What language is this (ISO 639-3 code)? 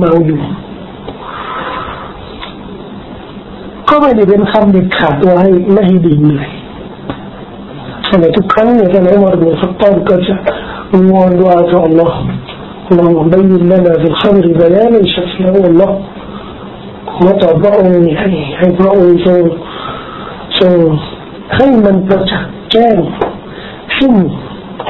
tha